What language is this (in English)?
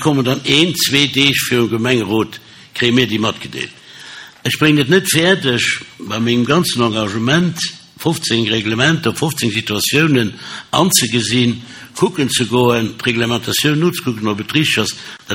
Luxembourgish